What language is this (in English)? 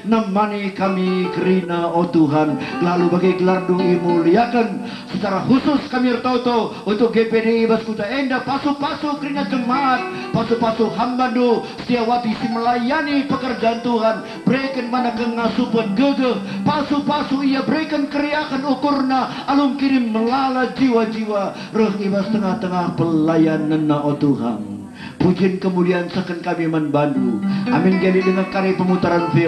Batak Karo